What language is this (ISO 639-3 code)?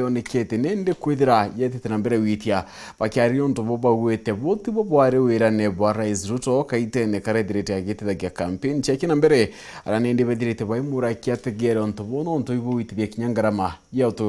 mer